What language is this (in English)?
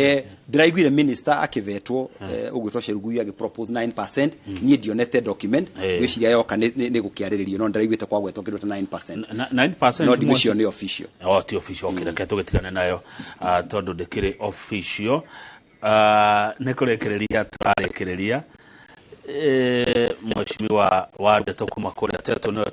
Kikuyu